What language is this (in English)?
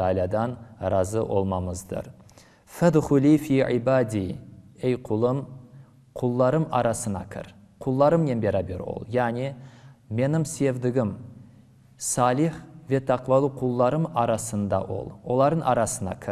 Crimean Tatar